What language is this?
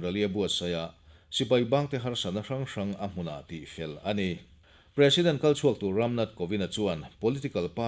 Mizo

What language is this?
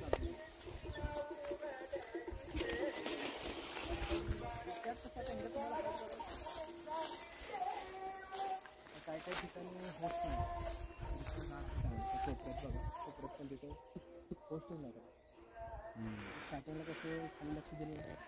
Marathi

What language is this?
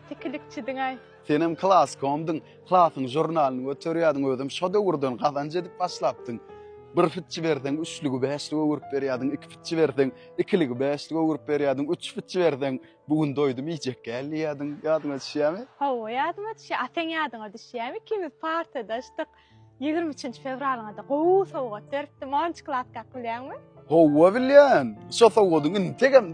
Turkmen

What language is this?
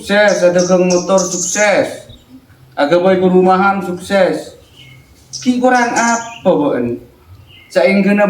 Madurese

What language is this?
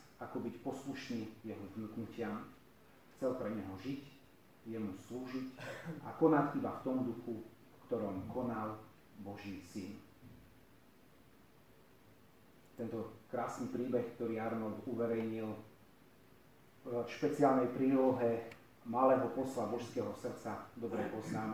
Slovak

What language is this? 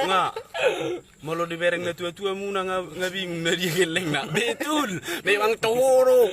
Batak Toba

